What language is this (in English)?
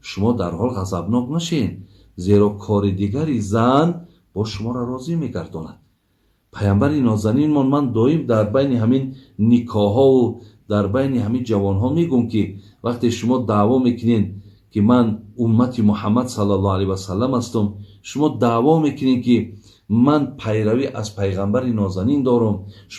Tajik